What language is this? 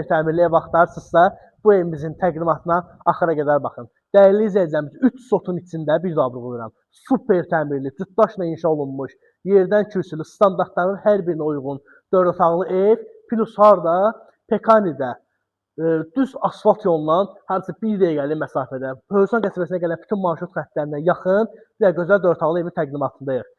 Azerbaijani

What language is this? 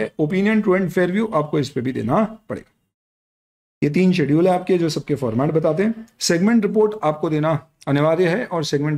Hindi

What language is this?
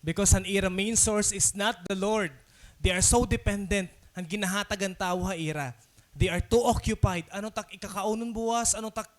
Waray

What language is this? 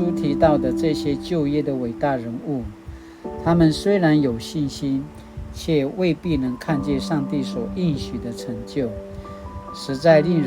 Paiwan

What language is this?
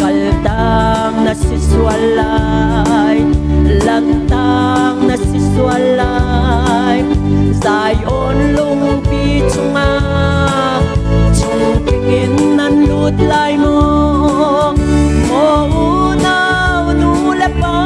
Hakha Chin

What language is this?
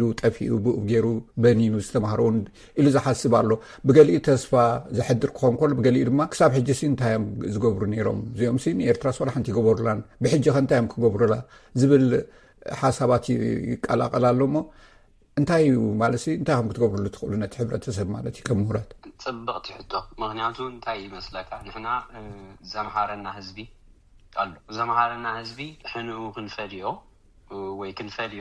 Tigrinya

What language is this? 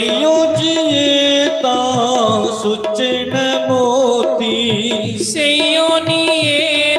Dogri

